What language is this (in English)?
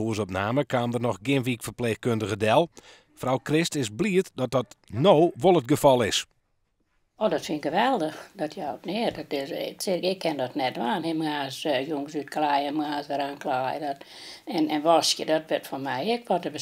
Western Frisian